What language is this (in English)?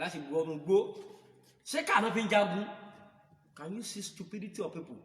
Yoruba